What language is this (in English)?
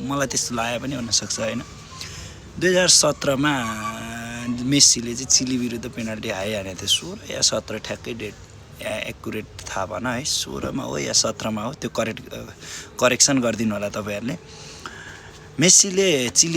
Nepali